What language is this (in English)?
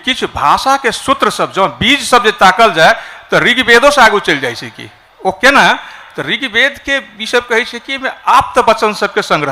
Maithili